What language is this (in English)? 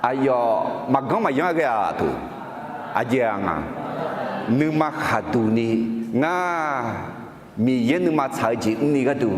Akha